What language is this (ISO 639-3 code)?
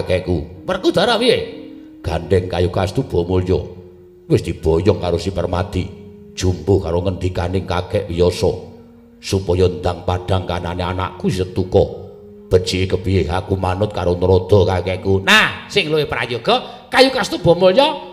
jav